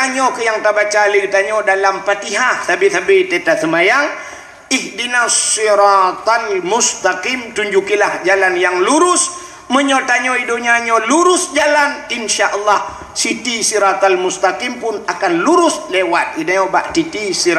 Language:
Achinese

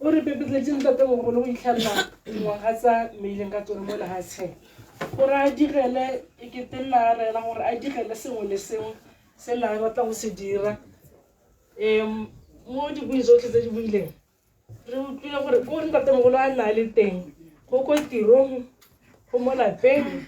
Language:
Tswana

